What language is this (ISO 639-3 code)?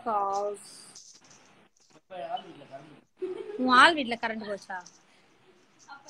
tam